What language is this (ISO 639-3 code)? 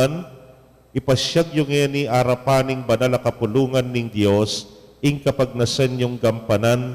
pam